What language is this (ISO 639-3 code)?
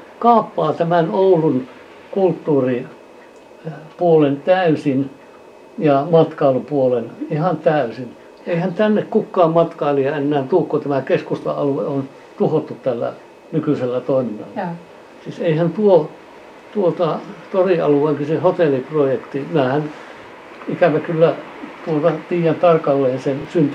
fin